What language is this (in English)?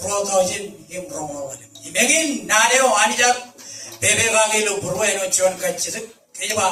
Marshallese